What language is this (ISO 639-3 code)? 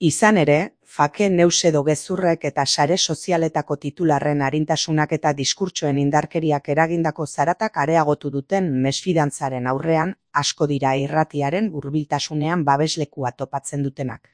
eus